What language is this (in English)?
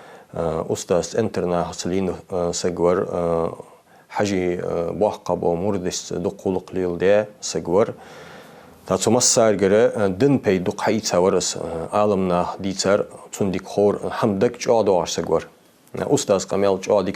Ingush